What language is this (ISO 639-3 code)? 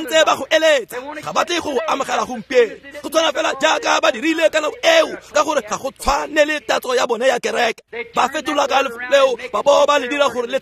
tsn